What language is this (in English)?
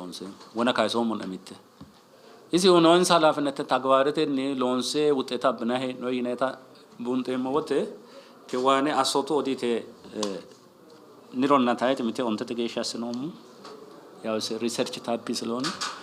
Sidamo